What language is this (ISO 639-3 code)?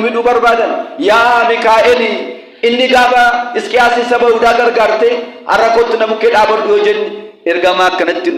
orm